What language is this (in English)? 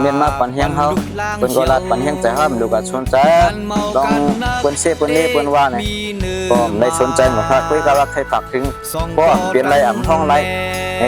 Shan